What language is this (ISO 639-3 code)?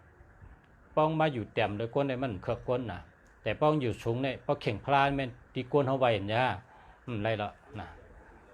shn